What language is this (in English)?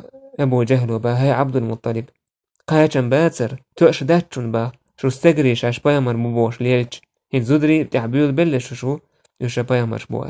Chechen